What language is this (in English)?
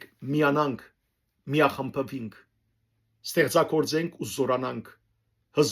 Western Armenian